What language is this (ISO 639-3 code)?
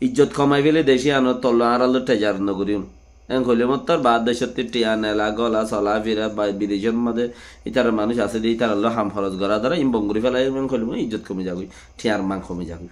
rhg